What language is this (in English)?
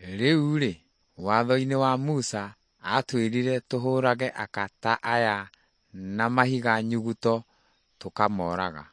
Kikuyu